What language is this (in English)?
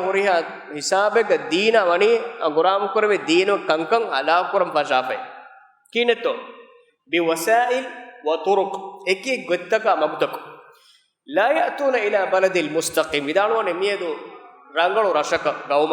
Divehi